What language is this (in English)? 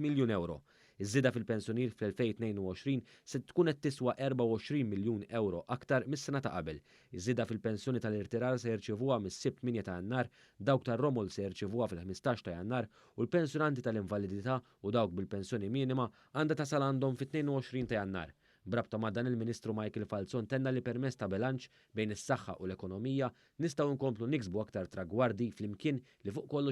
Maltese